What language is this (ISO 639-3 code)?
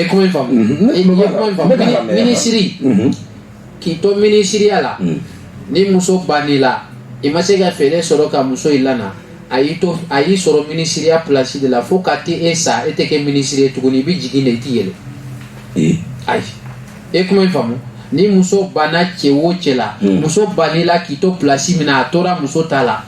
bam